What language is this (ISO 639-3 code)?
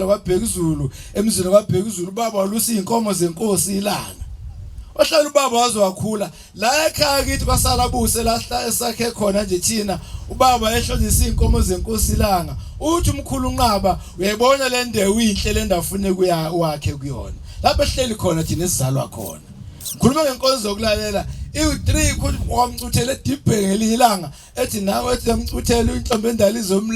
zul